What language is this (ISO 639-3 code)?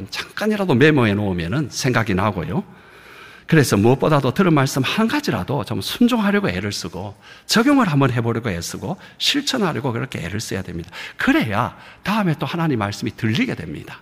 kor